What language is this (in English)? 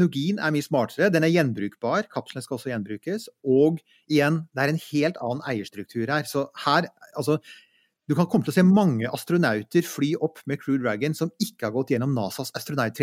Norwegian